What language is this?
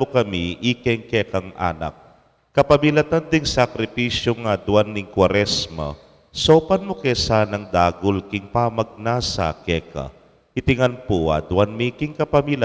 Pampanga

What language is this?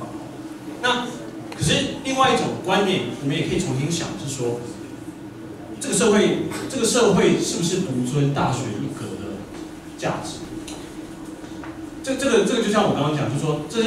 Chinese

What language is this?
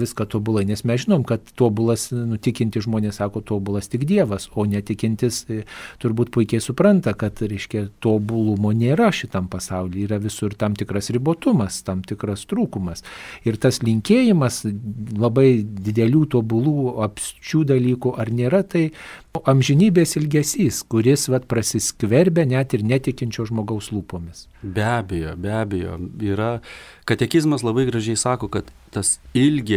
Lithuanian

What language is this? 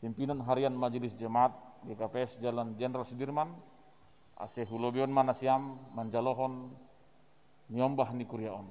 Batak Simalungun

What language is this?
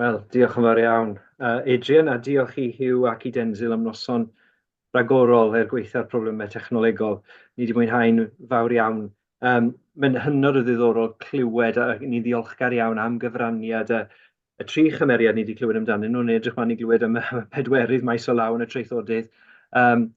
Welsh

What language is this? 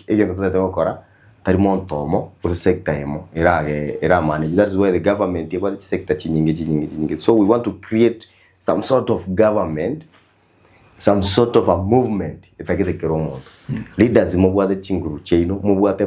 Gusii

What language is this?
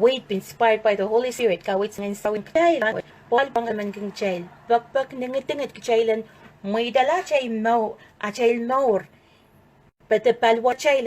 Pohnpeian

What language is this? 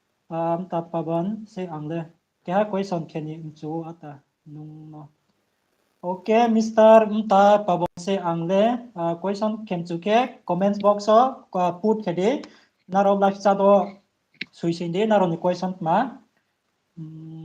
Riang (India)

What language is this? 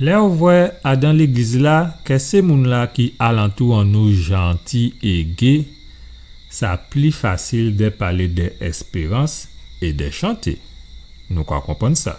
Guadeloupean Creole French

